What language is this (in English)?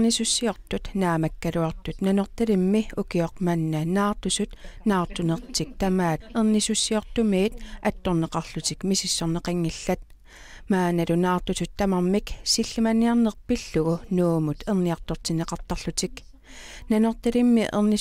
Kalaallisut